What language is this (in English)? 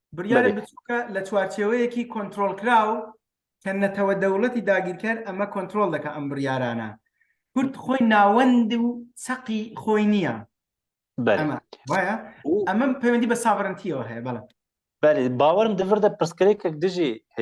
Kurdish